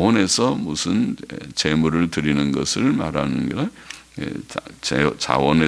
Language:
Korean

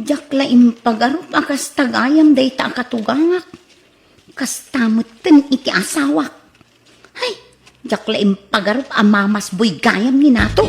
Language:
Iloko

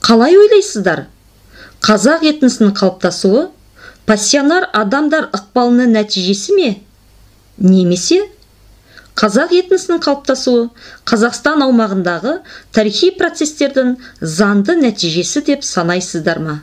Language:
Kazakh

